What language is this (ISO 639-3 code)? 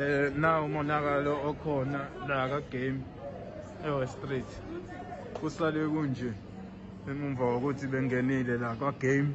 zul